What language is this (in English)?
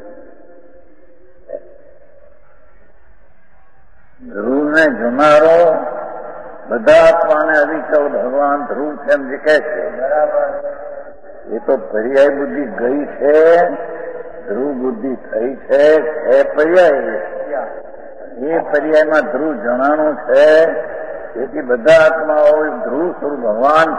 Gujarati